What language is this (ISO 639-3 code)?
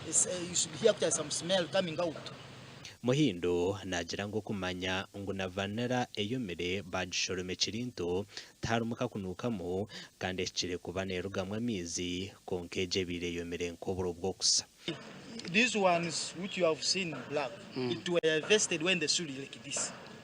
nyn